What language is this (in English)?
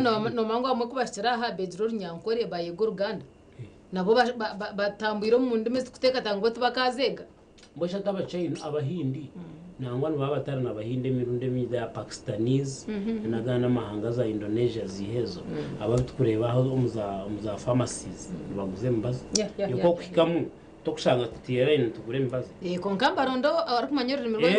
Nyankole